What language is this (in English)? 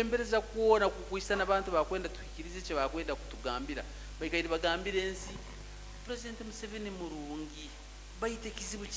Nyankole